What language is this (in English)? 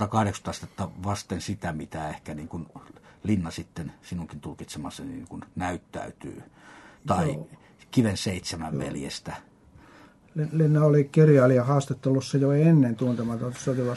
Finnish